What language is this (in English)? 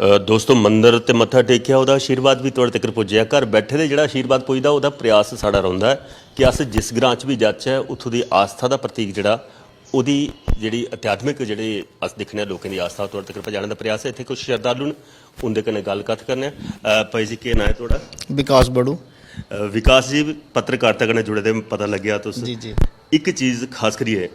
Dogri